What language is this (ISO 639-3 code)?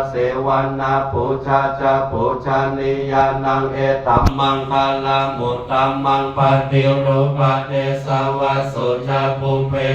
pli